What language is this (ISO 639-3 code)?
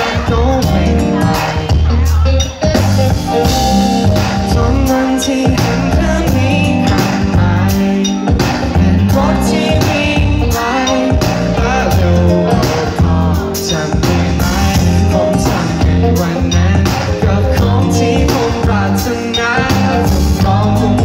tha